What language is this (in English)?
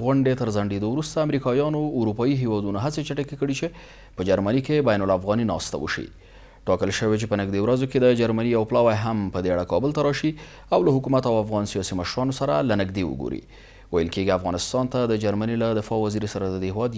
Pashto